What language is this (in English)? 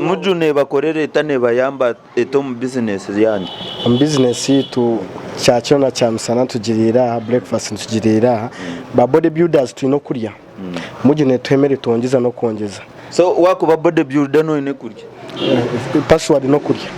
Nyankole